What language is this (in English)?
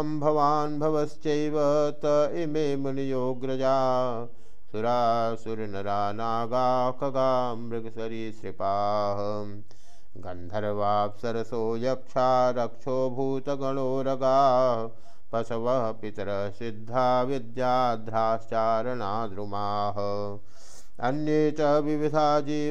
Sanskrit